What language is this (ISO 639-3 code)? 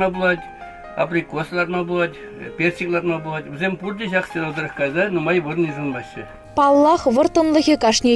chv